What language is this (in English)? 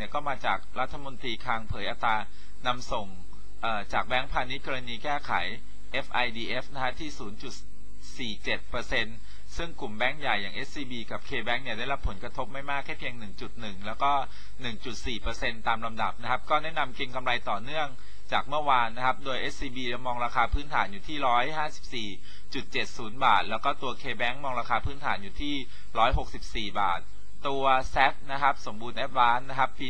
Thai